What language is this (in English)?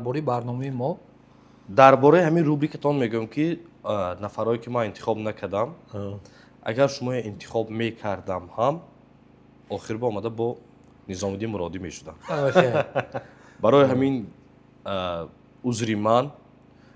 Tajik